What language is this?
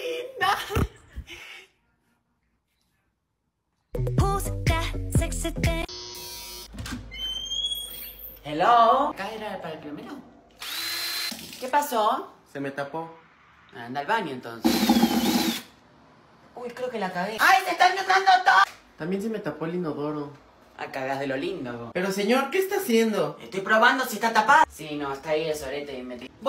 Spanish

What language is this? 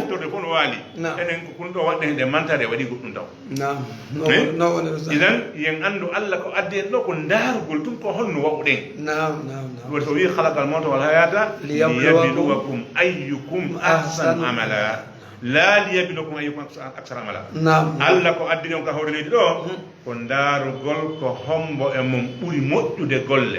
Fula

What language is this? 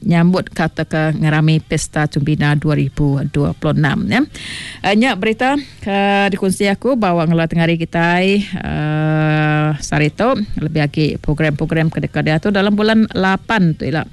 Iban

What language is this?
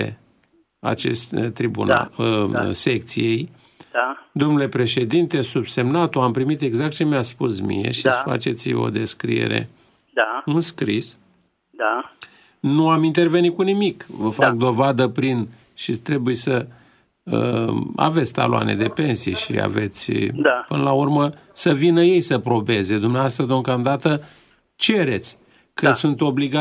Romanian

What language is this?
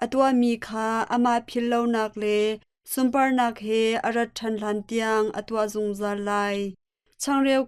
Hakha Chin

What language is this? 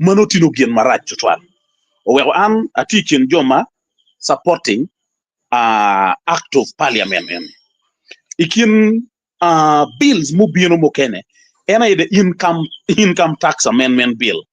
Acoli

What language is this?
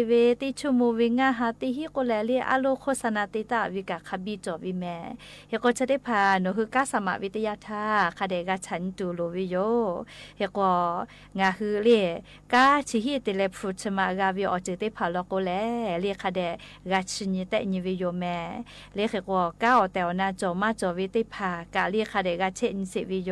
Lahu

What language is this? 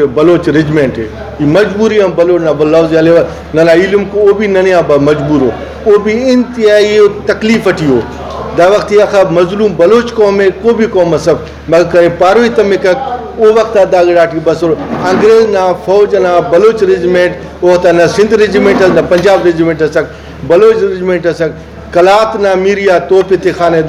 Brahui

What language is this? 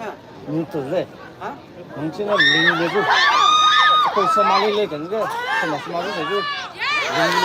Maram Naga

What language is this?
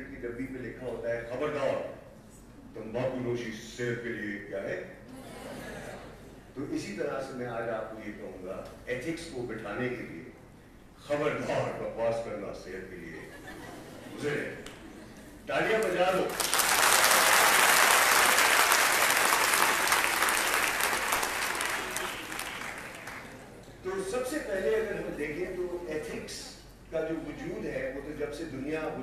Urdu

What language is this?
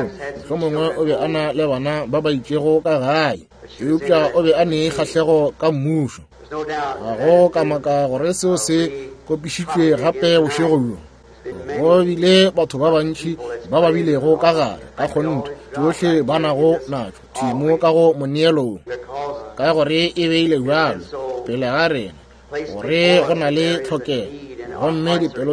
Northern Sotho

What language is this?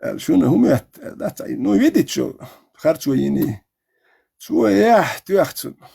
Chechen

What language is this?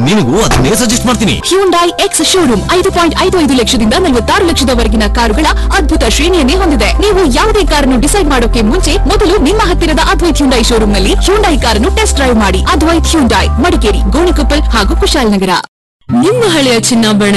Kannada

